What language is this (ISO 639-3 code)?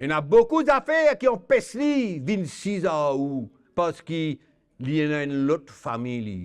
mfe